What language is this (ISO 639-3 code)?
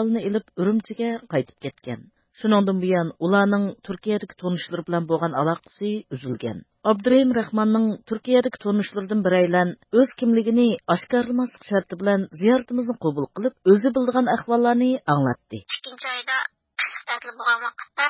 uig